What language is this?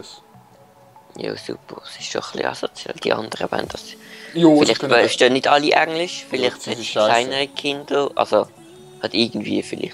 Swiss German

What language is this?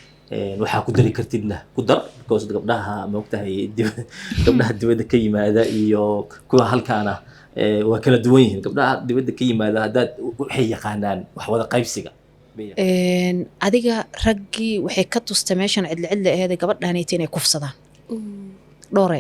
Somali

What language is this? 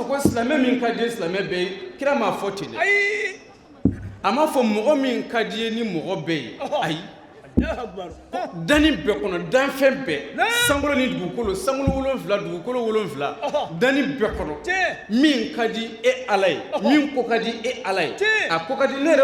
Bambara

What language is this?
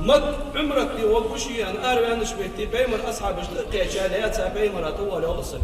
Ingush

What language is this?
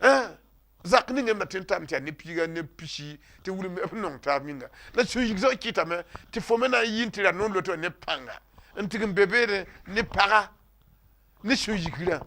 Mossi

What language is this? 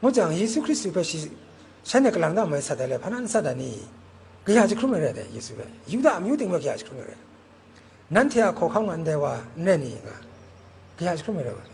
Kachin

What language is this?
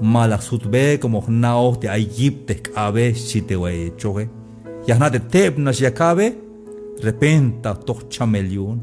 Tzeltal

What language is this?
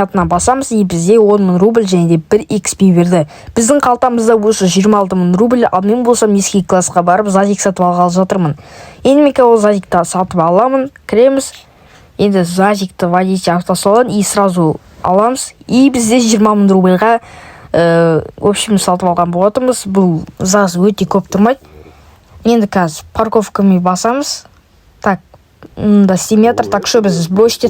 Kazakh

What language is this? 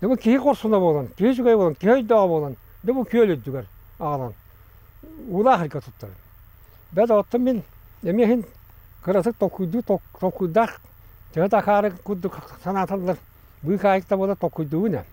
Yakut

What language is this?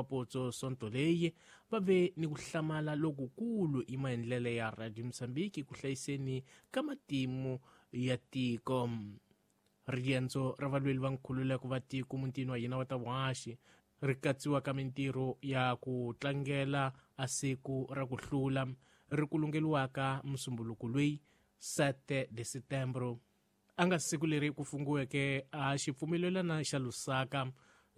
Tsonga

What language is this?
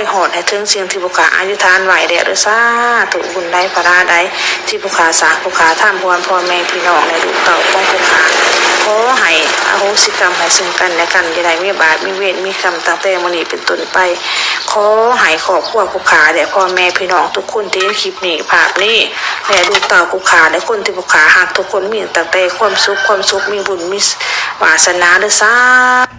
Lao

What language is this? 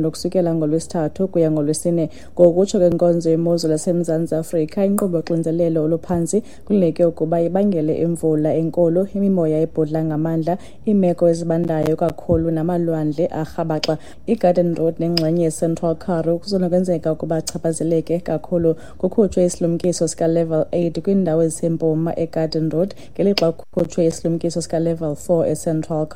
Xhosa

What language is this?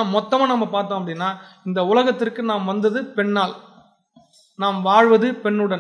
Tamil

